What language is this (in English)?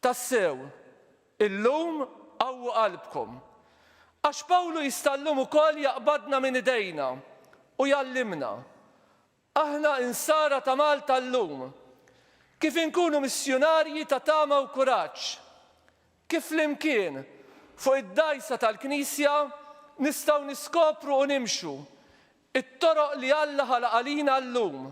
Maltese